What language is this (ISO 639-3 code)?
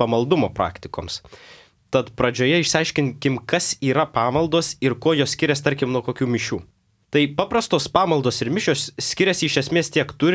lit